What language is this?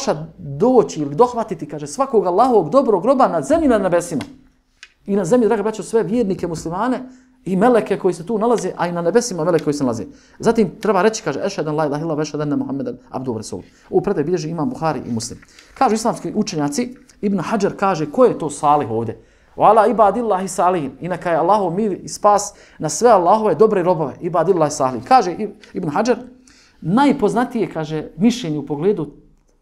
Bosnian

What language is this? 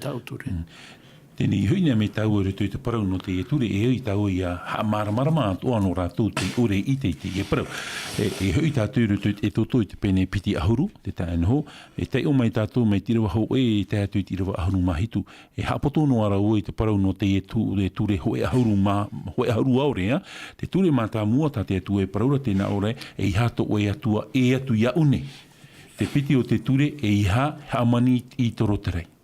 Tahitian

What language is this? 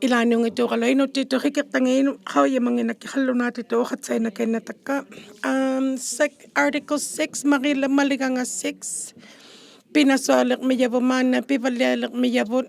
Inuktitut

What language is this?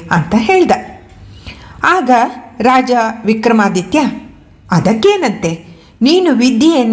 Kannada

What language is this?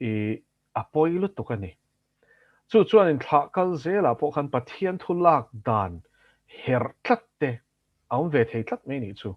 Mizo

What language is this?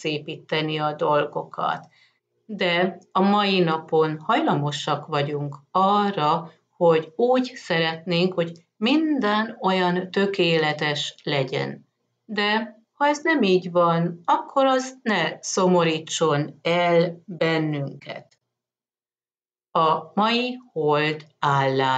Hungarian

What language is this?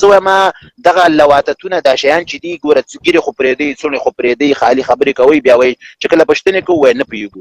Pashto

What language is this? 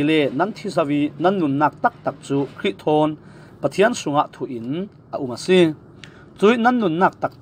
Falam Chin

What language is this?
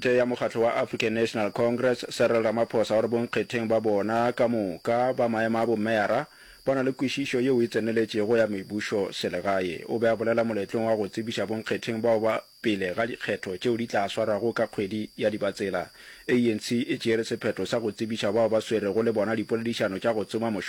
Northern Sotho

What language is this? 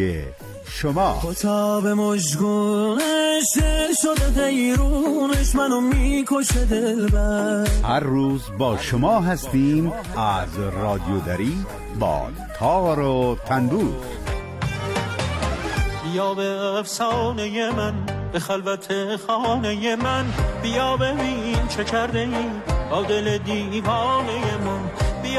Persian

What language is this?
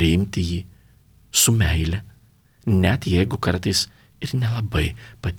Lithuanian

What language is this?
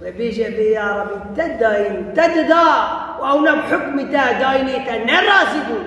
Kurdish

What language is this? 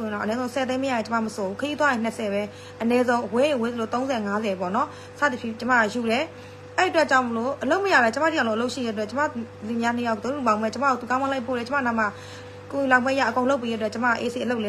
Burmese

